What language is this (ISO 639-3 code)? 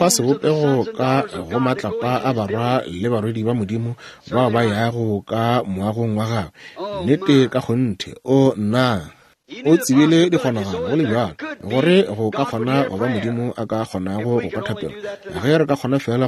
nso